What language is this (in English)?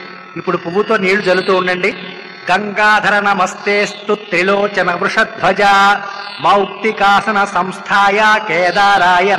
Telugu